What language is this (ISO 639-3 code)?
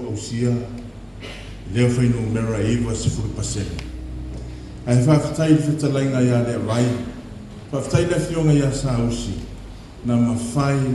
smo